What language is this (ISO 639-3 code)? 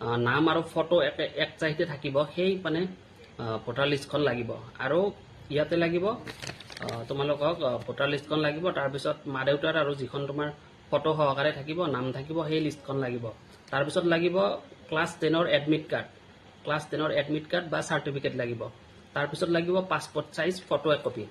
asm